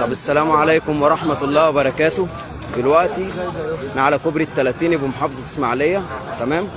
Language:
Egyptian Arabic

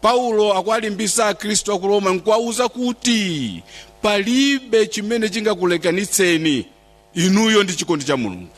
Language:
Nyanja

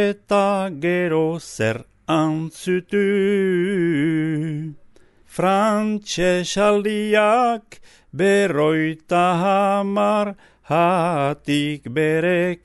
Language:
Basque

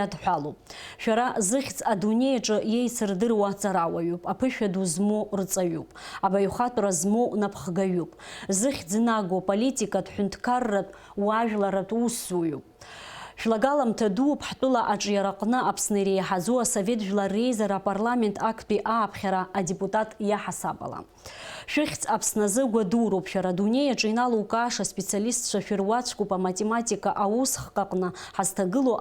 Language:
Abkhazian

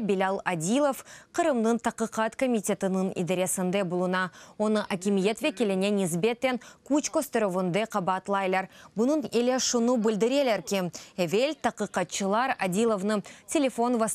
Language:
Crimean Tatar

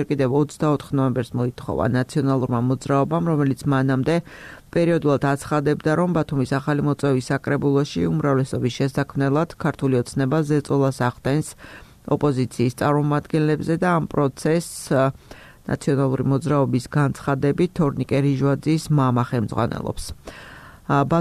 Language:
Georgian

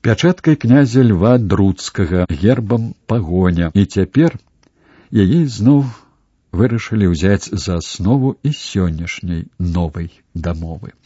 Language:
Belarusian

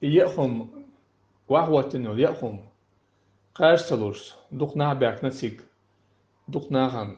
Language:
Chechen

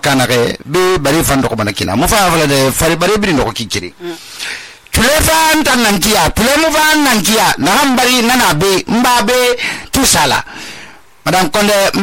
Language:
Susu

